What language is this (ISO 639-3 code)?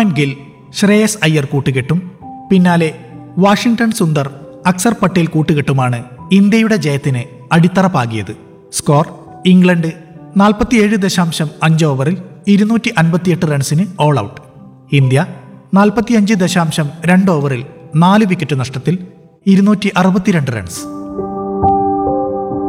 mal